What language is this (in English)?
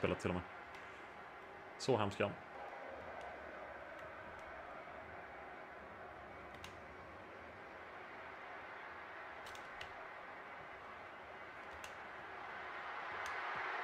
Swedish